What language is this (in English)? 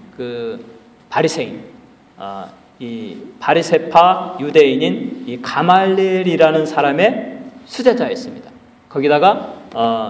Korean